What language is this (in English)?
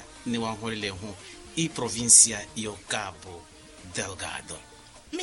Makhuwa